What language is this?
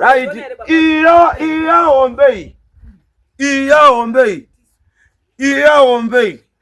Shona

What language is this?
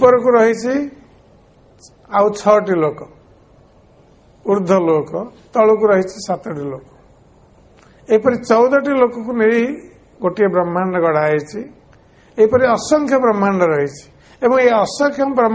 Odia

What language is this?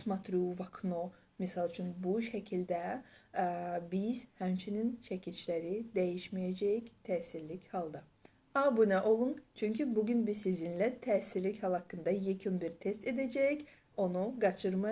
Azerbaijani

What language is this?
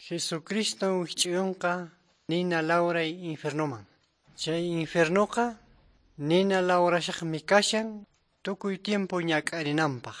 Quechua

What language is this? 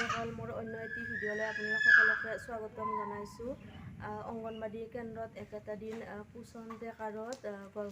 Assamese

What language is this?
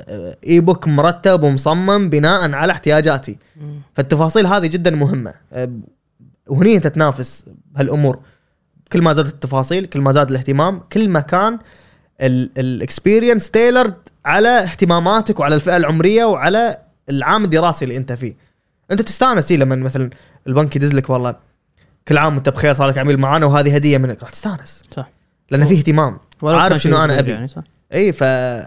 Gulf Arabic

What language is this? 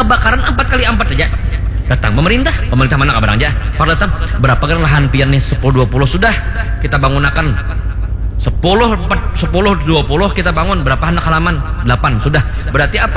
Banjar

